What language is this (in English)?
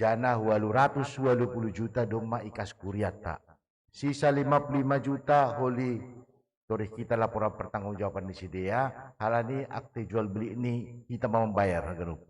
Batak Simalungun